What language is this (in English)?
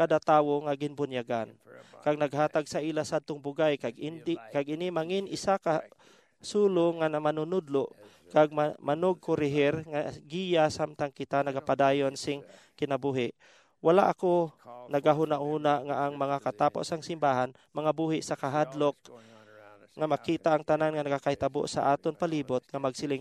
Hiligaynon